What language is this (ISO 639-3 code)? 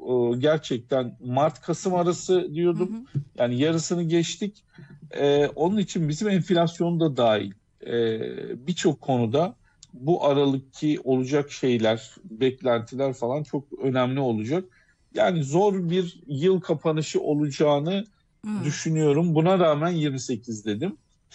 tur